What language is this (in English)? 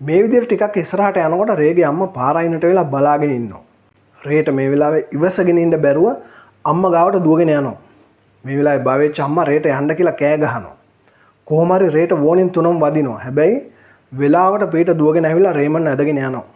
Sinhala